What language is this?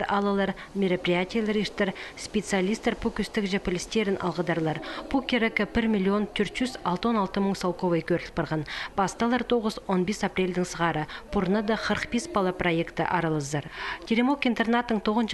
Khakas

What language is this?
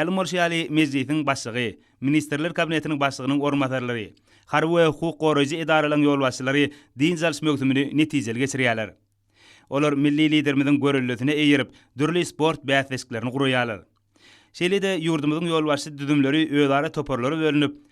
Turkmen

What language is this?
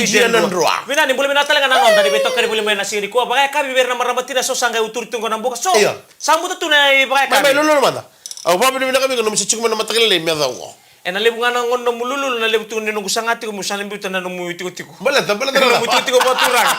Fijian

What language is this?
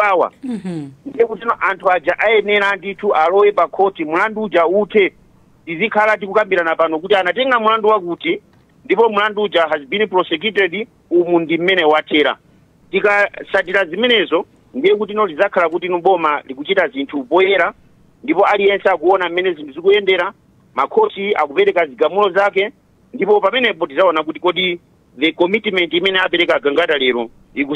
Nyanja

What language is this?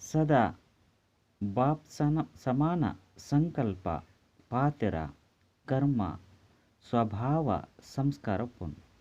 Tulu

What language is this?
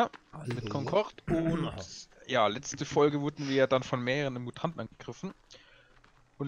German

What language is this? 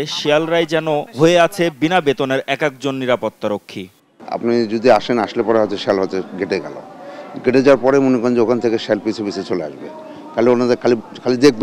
Bangla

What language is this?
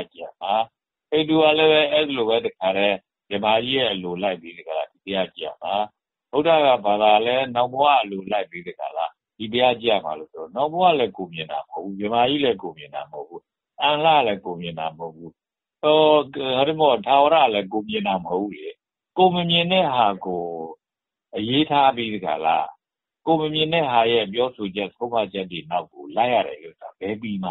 Burmese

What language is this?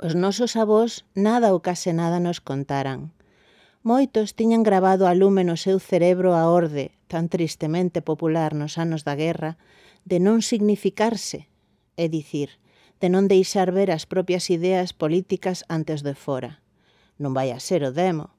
Galician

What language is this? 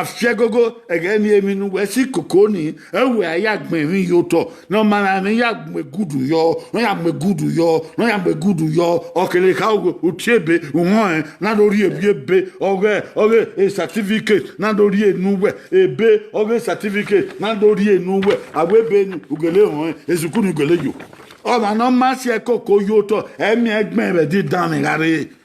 Bini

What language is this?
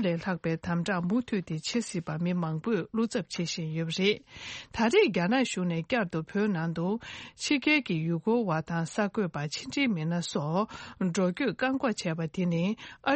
Tibetan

